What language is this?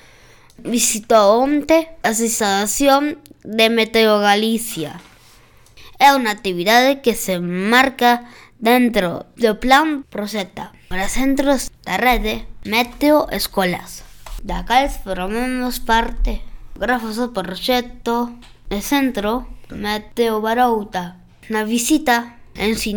Galician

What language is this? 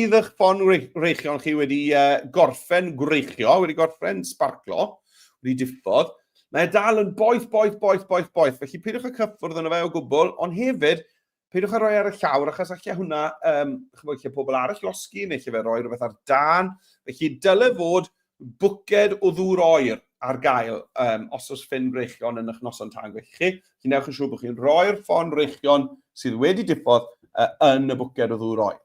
Welsh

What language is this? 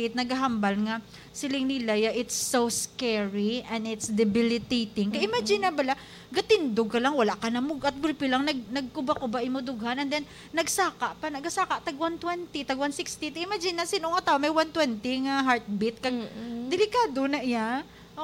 Hiligaynon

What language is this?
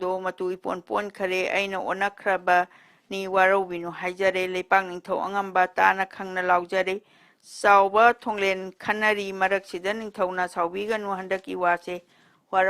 Manipuri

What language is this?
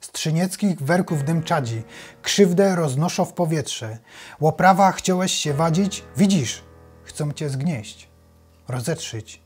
Silesian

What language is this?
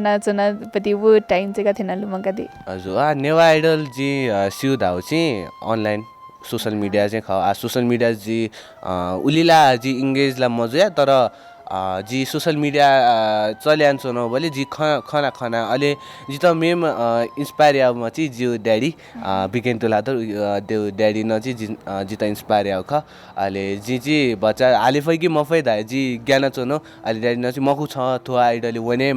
Newari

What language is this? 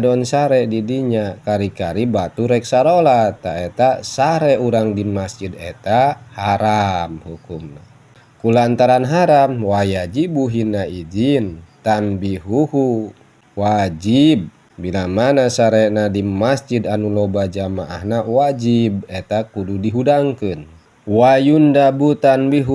Sundanese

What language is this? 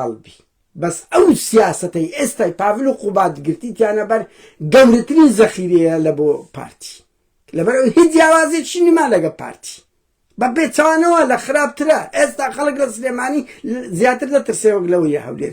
Central Kurdish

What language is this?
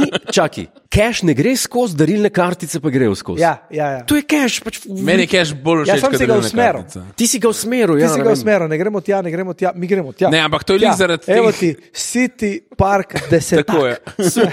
Slovenian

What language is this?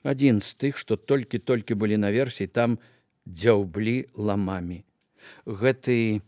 Belarusian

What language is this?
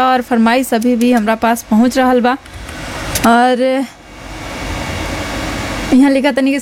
Bhojpuri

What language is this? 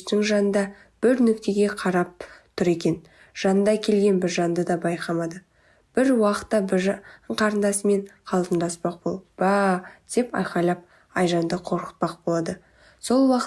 Kazakh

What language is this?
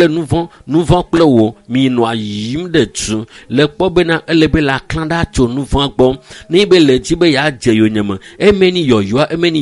Ewe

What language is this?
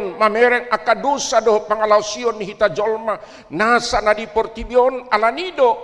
Batak Toba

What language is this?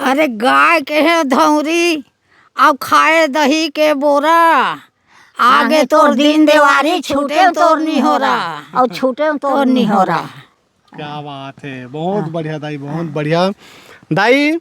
Chhattisgarhi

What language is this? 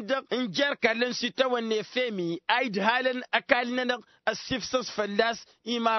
Tamasheq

